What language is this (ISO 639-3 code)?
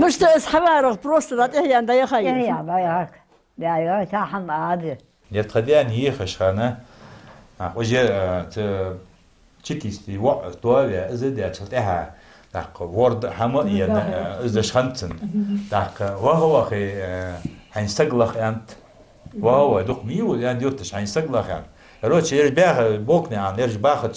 inh